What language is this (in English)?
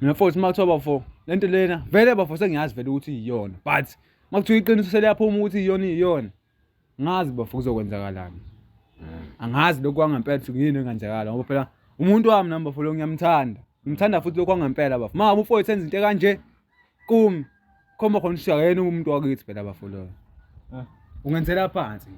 Zulu